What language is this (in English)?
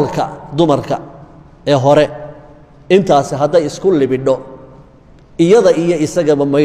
Somali